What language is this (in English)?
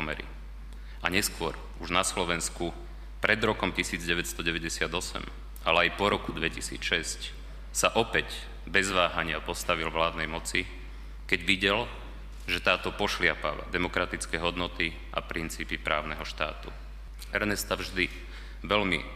Slovak